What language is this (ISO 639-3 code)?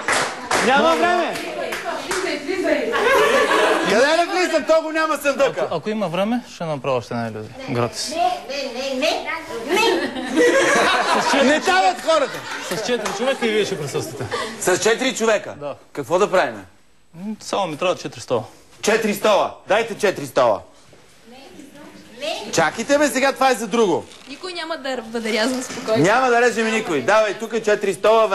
bul